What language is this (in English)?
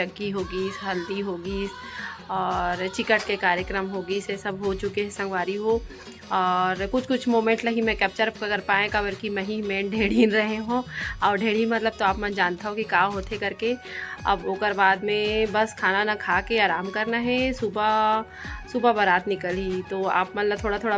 Chhattisgarhi